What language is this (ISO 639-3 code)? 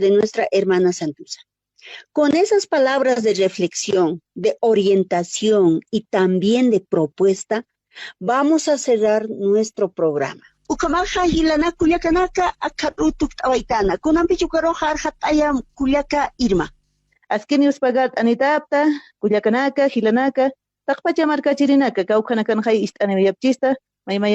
aym